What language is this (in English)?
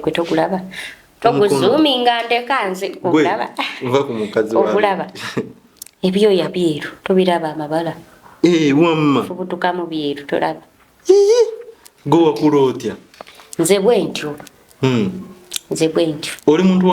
Ganda